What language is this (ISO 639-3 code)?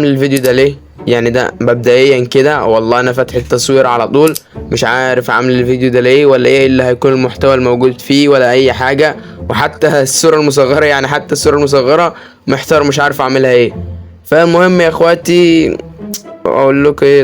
arz